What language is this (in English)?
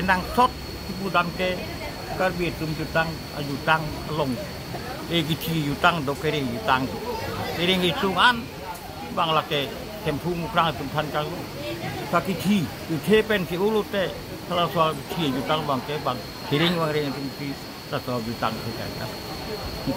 Karbi